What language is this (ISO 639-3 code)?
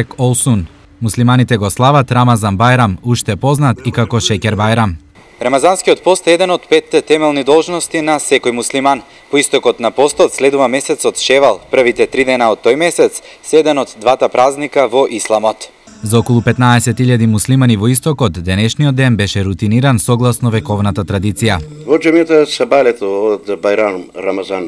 mkd